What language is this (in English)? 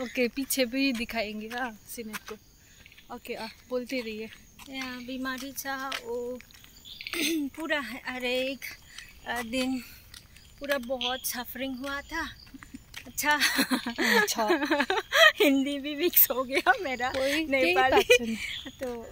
Nepali